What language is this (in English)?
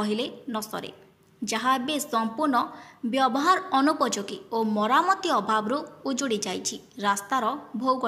Odia